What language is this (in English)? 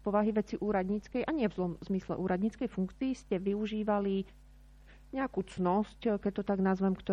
Slovak